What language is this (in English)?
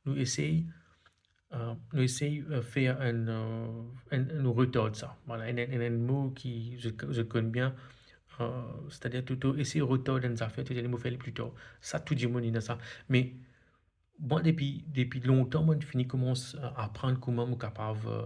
Morisyen